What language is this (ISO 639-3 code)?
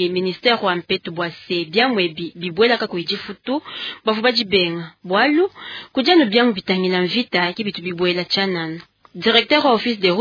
lua